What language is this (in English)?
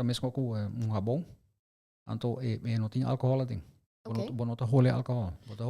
Papiamento